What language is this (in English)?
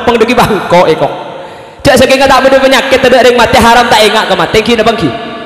Madurese